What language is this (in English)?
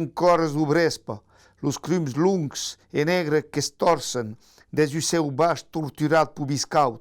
Occitan